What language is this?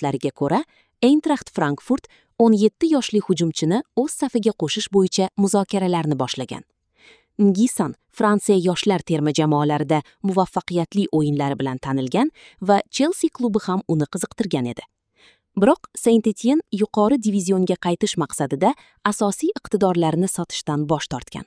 Uzbek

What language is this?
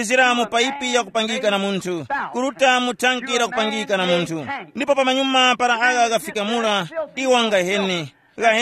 Tumbuka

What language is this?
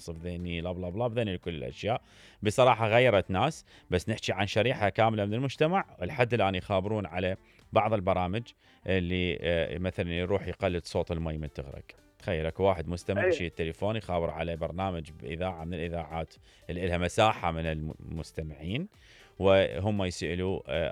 Mesopotamian Arabic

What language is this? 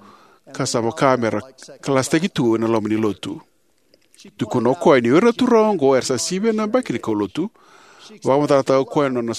Fijian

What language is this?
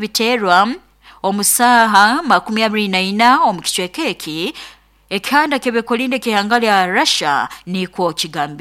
Nyoro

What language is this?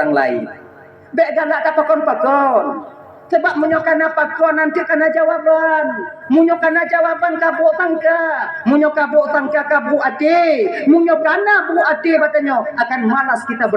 Achinese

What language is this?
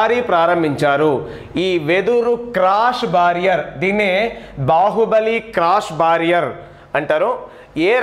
Telugu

